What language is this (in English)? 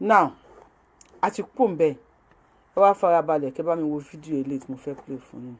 Yoruba